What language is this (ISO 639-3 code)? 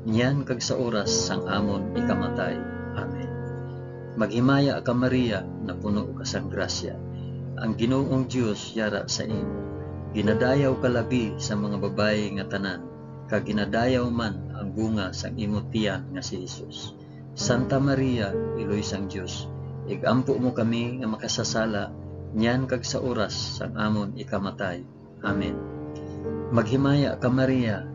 hil